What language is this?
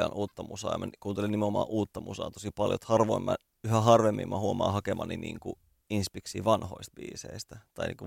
Finnish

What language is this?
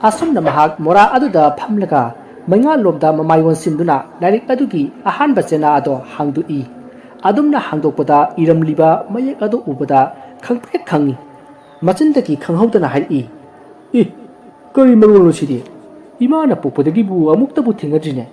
Manipuri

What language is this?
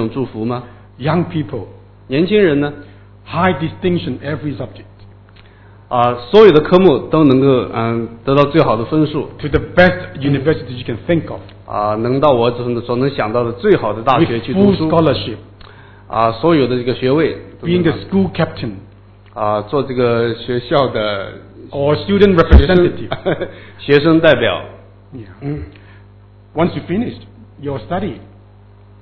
Chinese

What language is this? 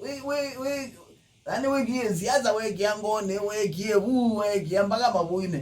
Kamba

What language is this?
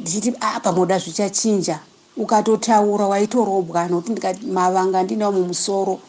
Shona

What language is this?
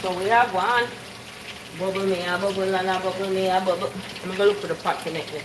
Jamaican Creole English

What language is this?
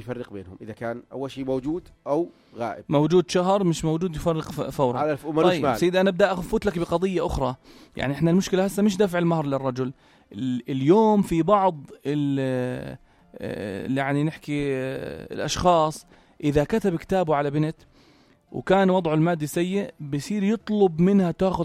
North Levantine Arabic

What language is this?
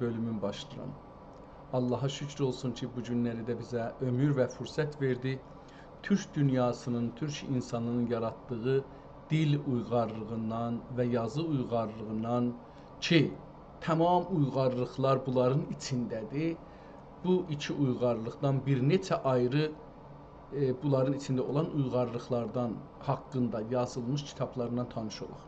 South Azerbaijani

